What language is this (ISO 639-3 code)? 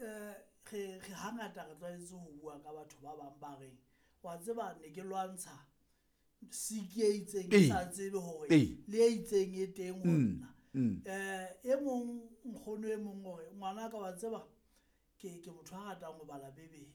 sot